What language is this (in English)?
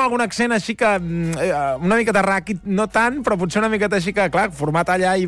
Catalan